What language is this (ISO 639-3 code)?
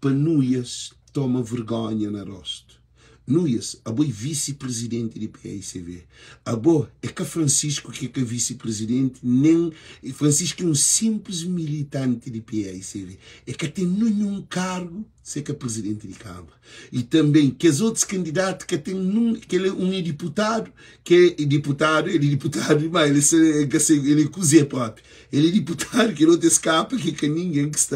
kea